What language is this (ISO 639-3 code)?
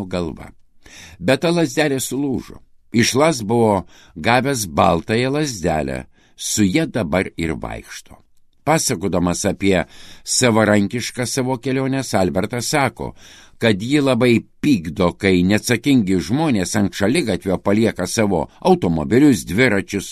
lit